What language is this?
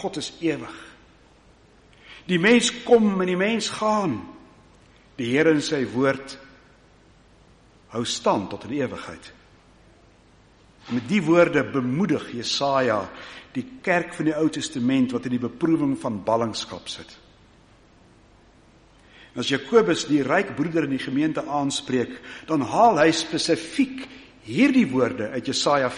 Afrikaans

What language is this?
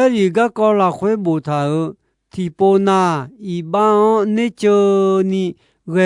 Akha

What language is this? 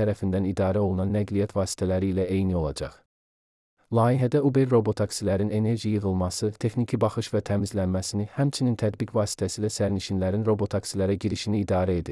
Azerbaijani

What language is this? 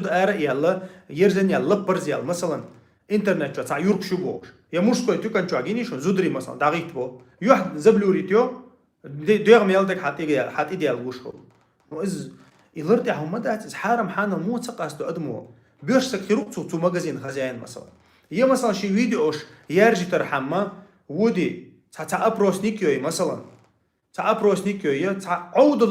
Chechen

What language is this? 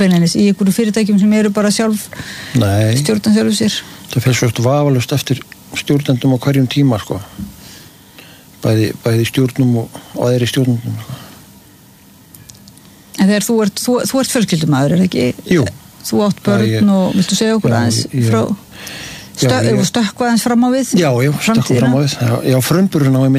Icelandic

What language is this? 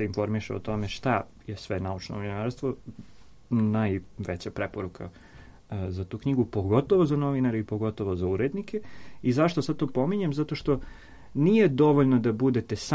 Serbian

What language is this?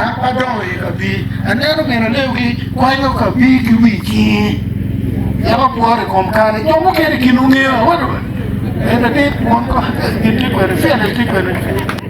Acoli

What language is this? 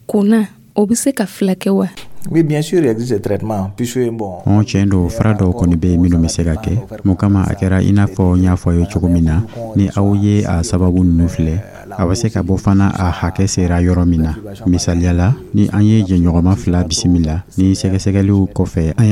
Dyula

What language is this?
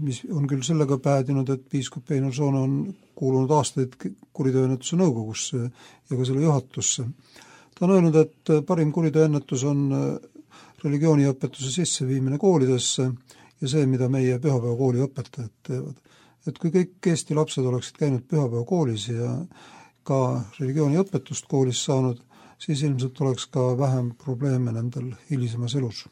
Estonian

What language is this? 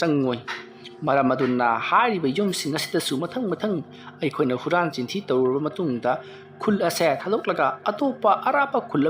Manipuri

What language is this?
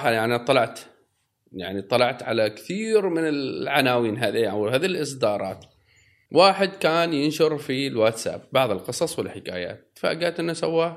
Gulf Arabic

